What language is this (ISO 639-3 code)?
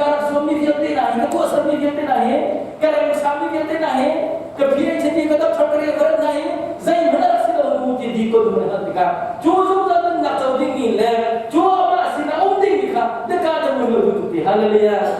cnh